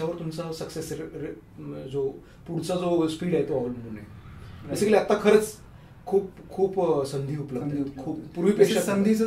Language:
Marathi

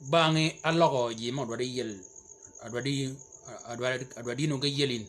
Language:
Shilluk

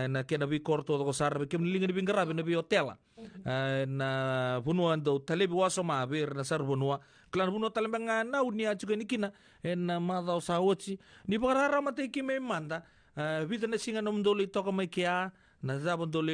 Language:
Fijian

